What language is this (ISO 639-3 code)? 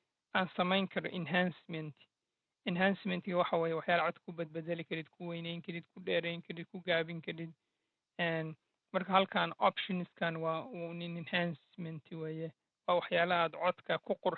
som